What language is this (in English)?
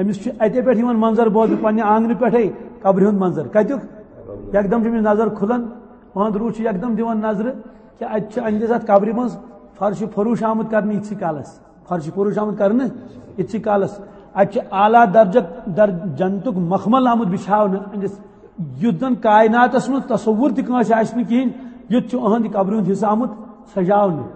Kashmiri